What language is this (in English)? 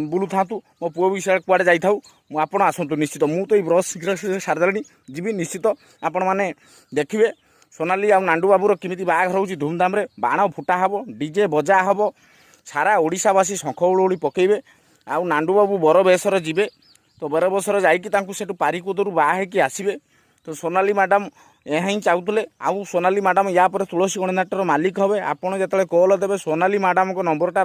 Odia